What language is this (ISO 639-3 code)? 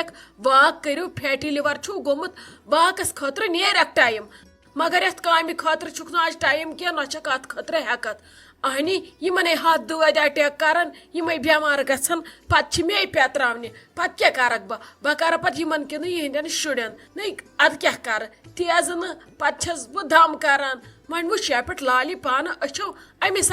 kas